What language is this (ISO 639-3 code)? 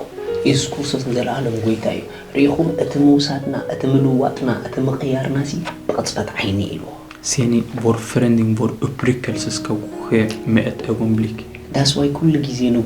tir